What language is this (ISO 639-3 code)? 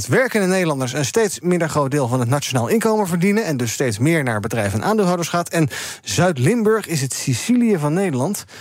nld